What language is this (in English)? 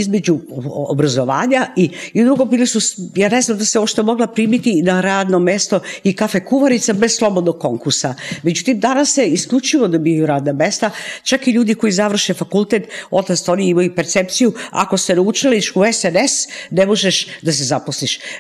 Serbian